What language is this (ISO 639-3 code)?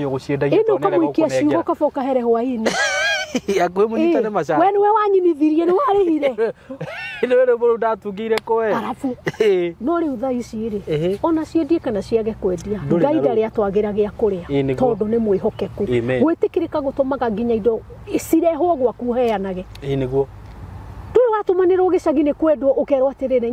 kik